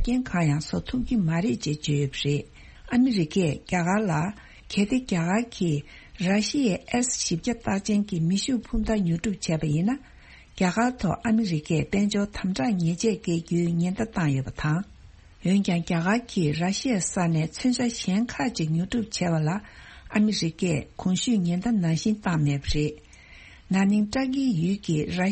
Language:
Tibetan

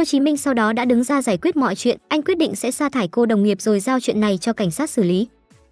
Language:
Vietnamese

